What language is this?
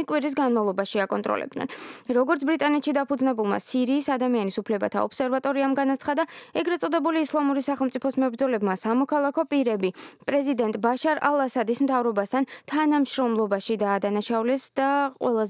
Georgian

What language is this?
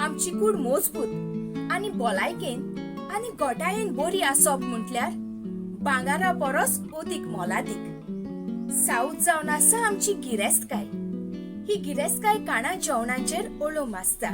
Konkani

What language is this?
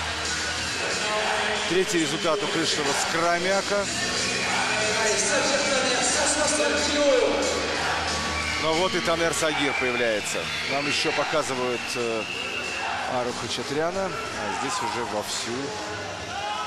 Russian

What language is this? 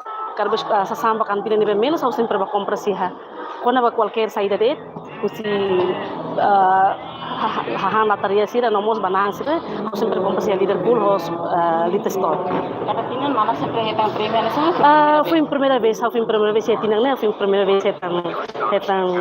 Tetum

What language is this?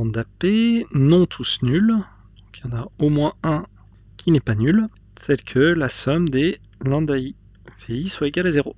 French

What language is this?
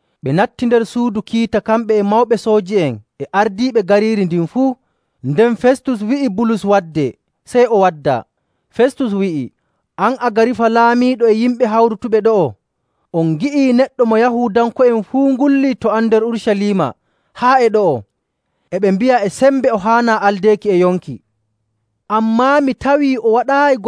Nigerian Fulfulde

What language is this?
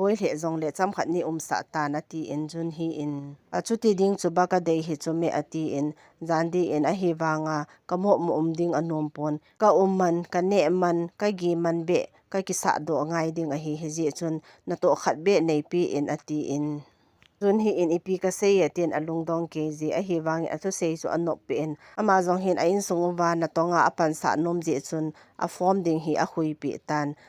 Thado Chin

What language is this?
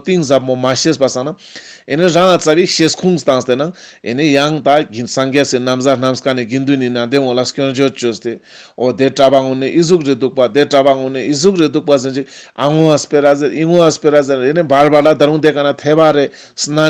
Ladakhi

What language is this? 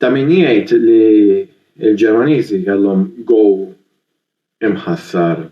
Maltese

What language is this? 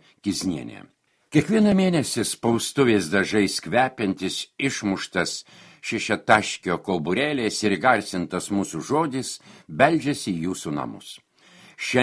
Lithuanian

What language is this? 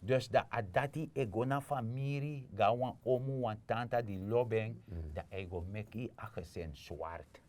Sranan Tongo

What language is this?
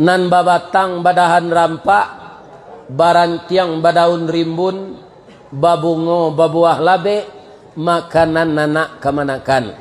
Minangkabau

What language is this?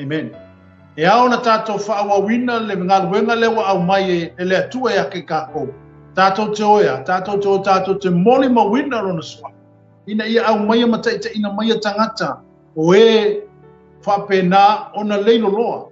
Samoan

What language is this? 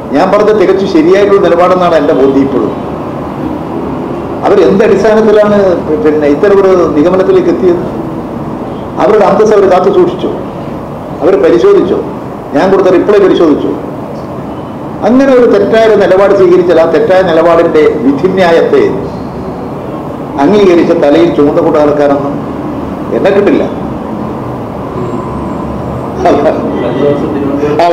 Malayalam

